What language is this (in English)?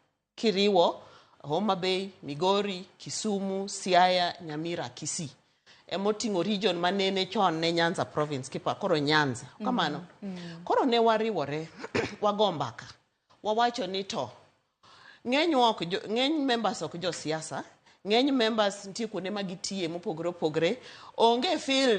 Luo (Kenya and Tanzania)